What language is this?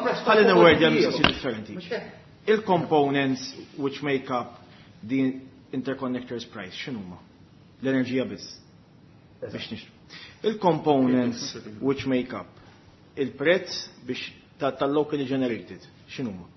Maltese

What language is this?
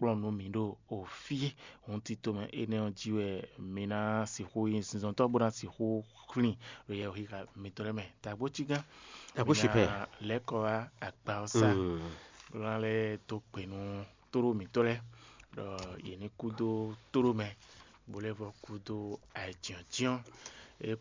Fon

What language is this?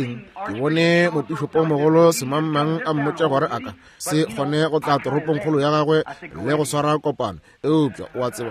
Northern Sotho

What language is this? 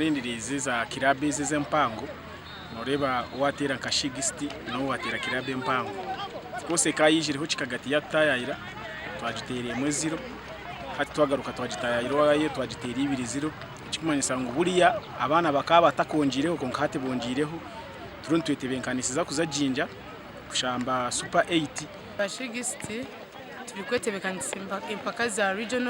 Nyankole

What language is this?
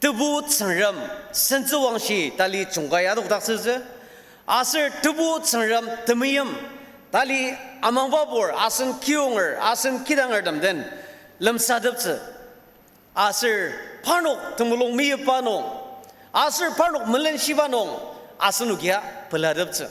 Ao Naga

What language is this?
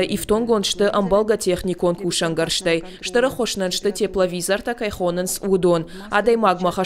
Ossetic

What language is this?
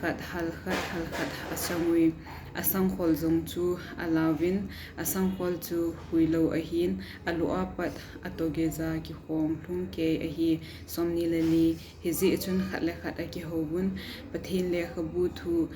Thado Chin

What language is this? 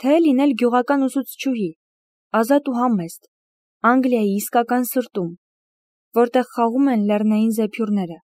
Armenian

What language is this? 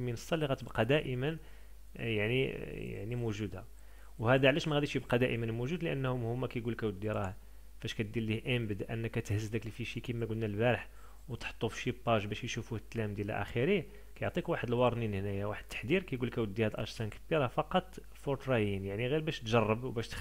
Moroccan Arabic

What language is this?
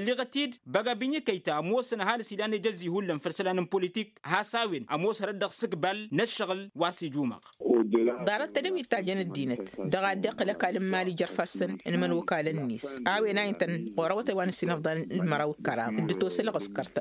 Tamasheq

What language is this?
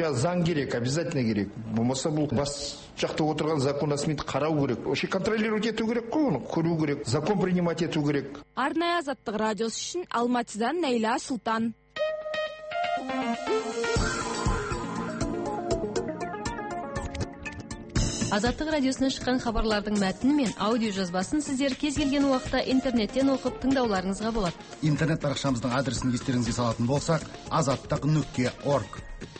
Kazakh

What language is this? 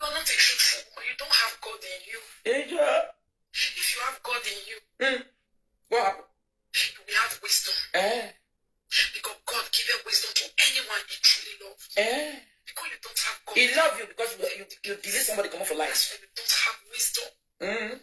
Nigerian Pidgin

